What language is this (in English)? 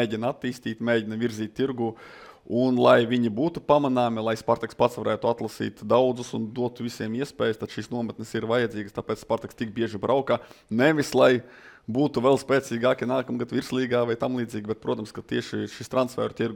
Latvian